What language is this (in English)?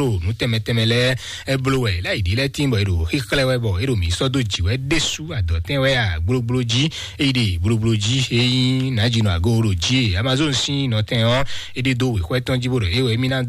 Fon